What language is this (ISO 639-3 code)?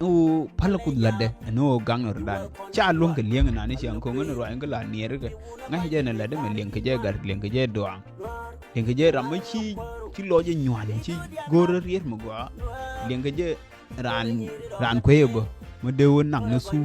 nus